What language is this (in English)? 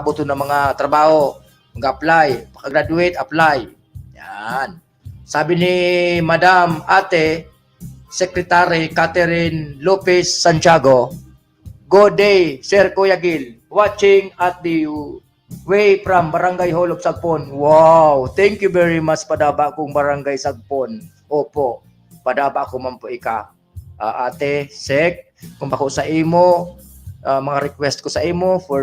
Bikol